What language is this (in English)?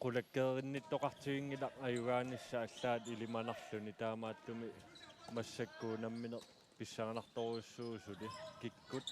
Kalaallisut